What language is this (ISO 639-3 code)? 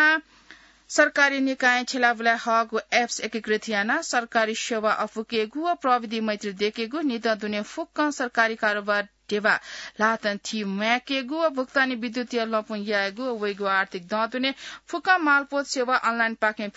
new